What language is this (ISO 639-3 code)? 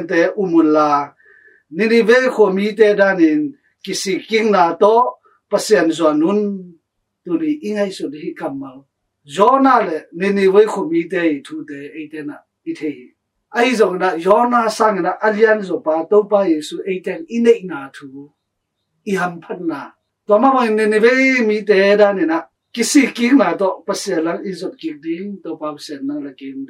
ctd